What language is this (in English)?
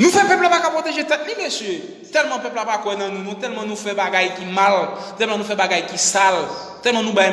Haitian Creole